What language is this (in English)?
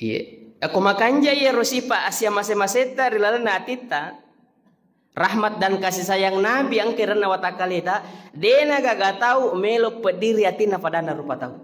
Buginese